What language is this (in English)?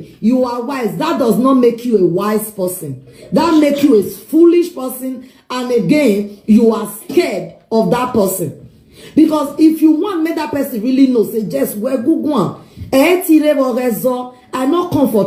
Nigerian Pidgin